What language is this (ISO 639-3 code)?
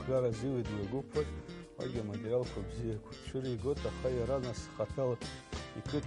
abk